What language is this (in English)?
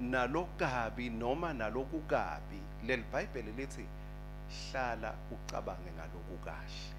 Swati